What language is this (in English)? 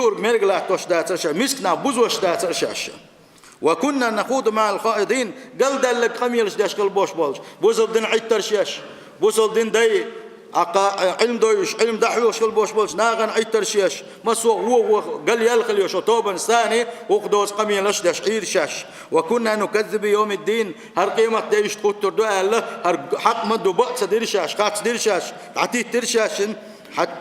Chechen